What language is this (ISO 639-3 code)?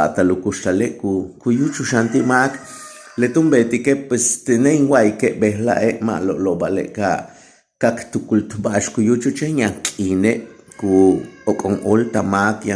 yua